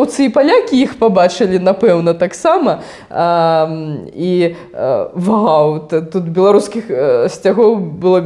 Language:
Belarusian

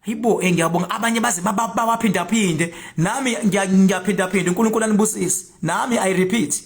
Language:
Zulu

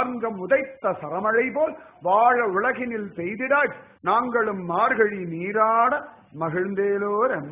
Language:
Tamil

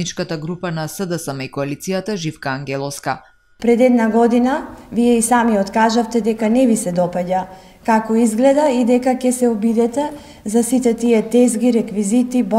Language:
Macedonian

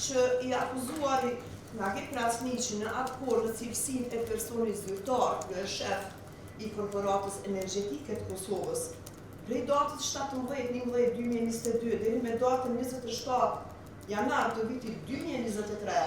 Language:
Albanian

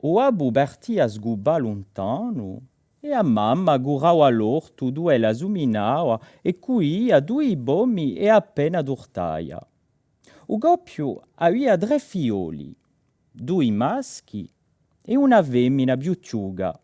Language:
Corsican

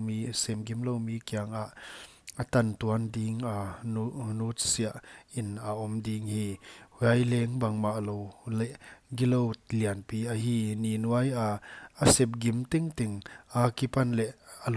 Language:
Paite Chin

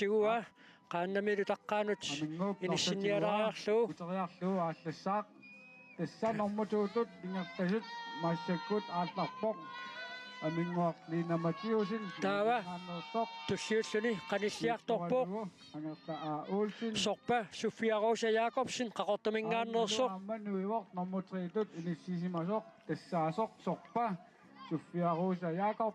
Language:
Kalaallisut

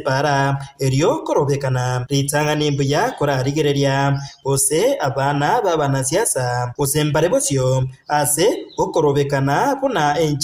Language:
Gusii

